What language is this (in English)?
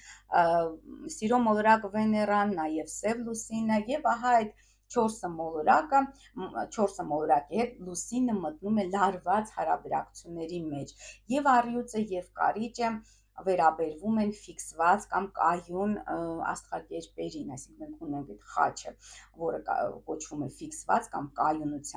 Armenian